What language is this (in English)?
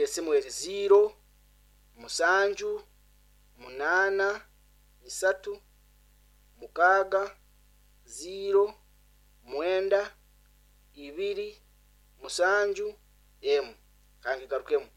Nyoro